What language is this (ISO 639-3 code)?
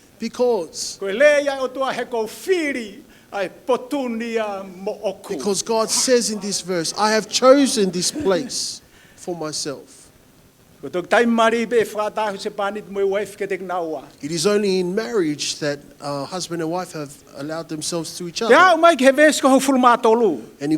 ton